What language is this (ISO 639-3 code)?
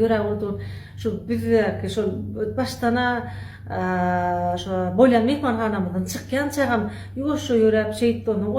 tuk